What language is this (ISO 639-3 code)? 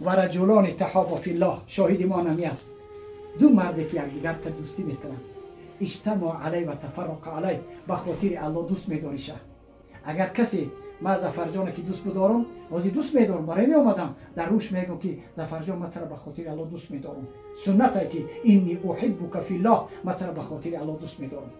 tgk